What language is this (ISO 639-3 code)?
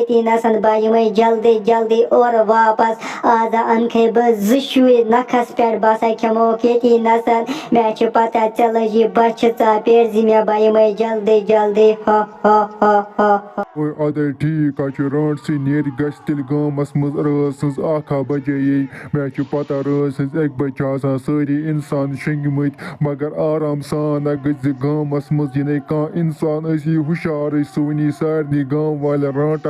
kas